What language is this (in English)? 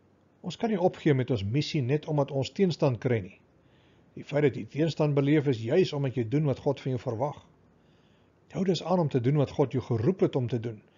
Afrikaans